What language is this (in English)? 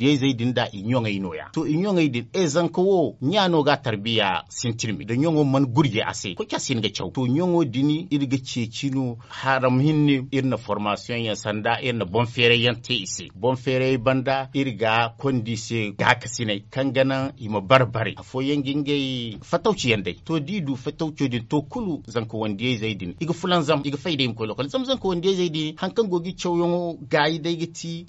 Zarma